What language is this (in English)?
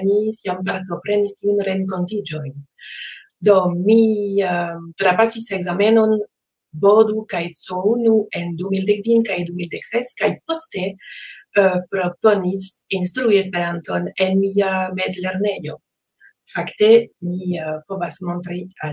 Esperanto